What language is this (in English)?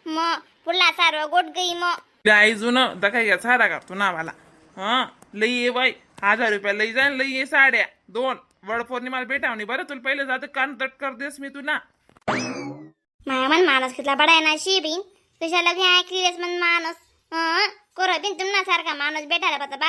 Khandesi